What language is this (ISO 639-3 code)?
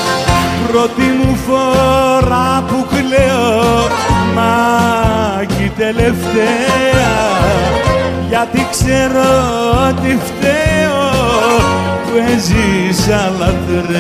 ell